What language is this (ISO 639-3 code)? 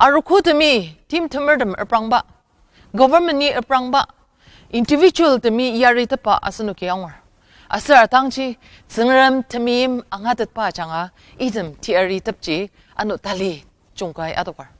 njo